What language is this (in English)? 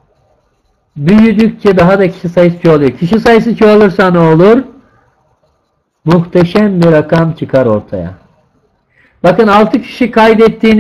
Turkish